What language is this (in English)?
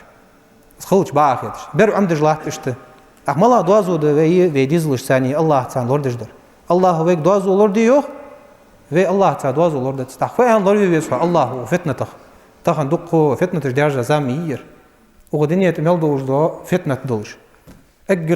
Ingush